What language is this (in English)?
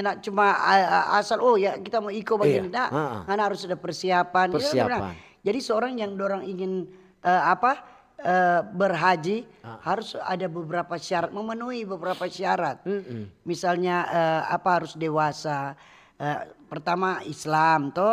Manado Malay